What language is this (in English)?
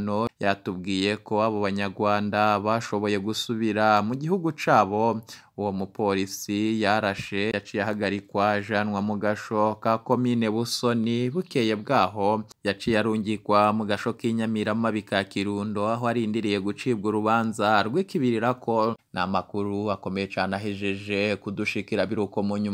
Rundi